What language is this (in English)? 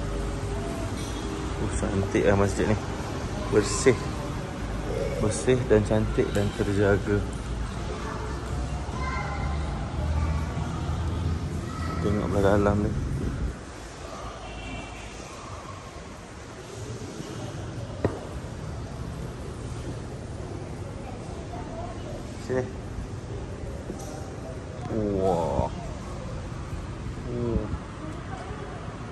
Malay